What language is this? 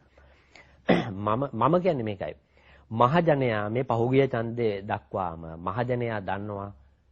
Sinhala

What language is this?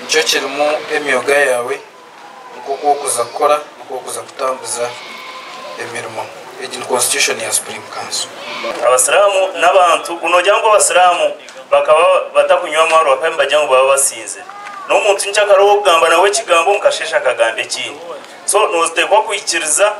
Nyankole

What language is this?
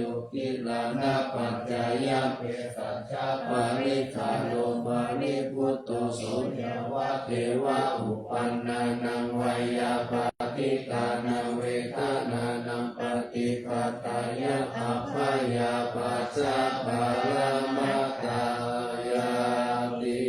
Pali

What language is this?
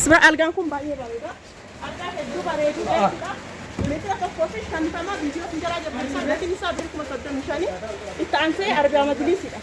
Oromo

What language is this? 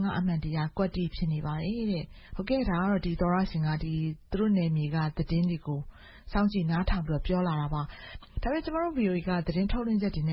Burmese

